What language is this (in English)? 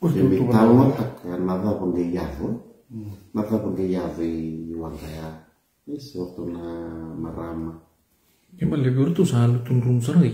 Fijian